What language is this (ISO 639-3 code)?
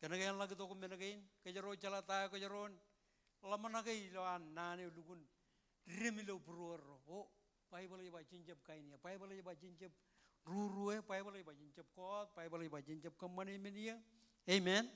mah